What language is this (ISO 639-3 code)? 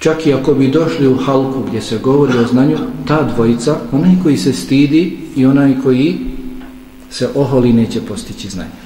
bos